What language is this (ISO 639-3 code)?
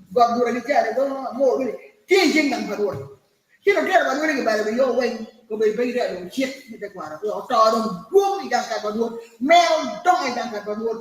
ach